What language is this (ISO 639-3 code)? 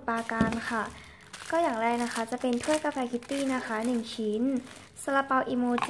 tha